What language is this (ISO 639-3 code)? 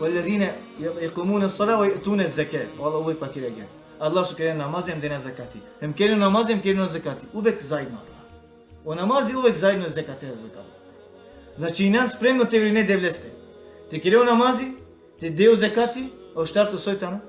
rmn